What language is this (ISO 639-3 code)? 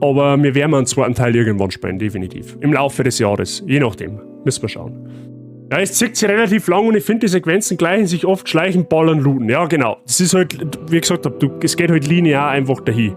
bar